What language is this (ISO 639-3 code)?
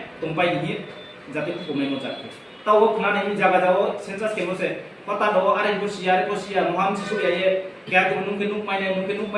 ria